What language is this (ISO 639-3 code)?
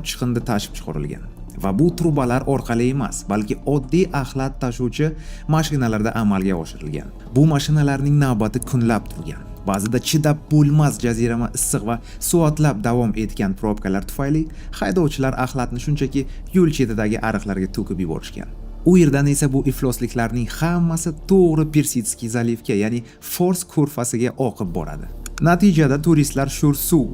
uzb